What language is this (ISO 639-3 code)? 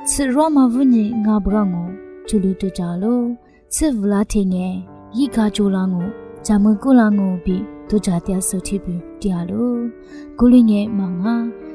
lis